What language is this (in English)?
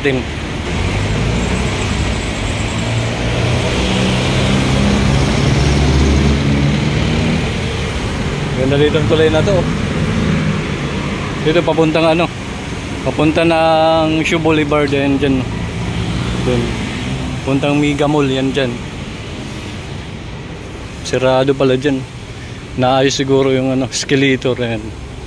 Filipino